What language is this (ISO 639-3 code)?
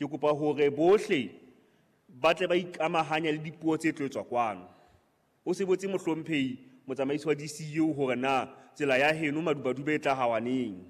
sot